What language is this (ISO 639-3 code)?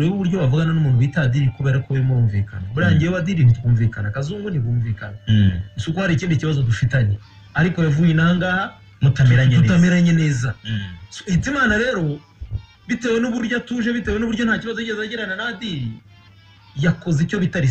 kin